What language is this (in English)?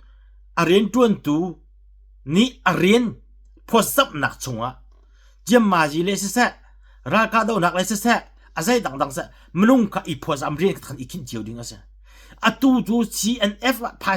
Hakha Chin